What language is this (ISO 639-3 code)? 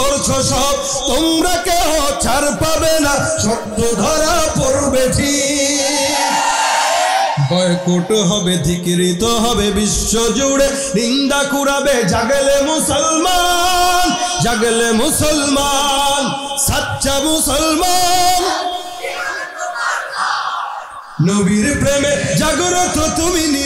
ben